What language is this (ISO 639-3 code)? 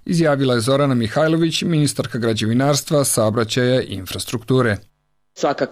srp